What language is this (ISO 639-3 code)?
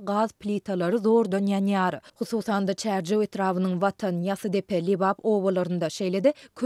tuk